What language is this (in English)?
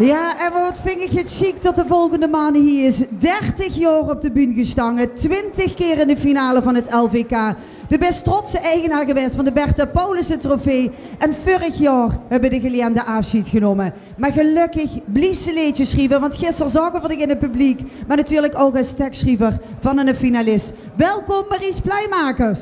Limburgish